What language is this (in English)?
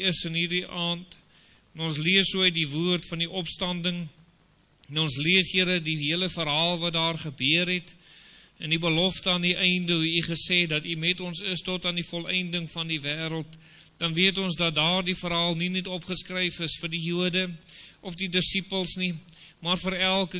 Afrikaans